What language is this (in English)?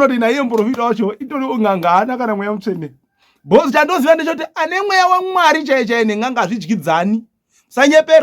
Shona